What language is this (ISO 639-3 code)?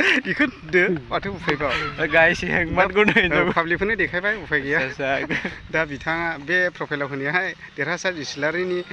brx